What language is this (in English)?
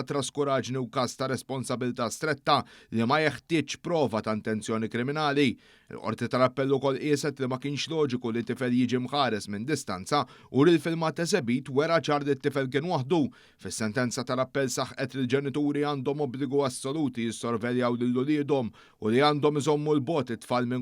Maltese